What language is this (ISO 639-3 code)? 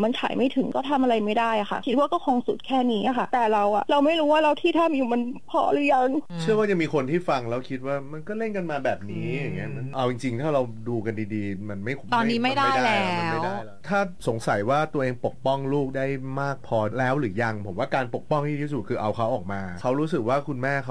tha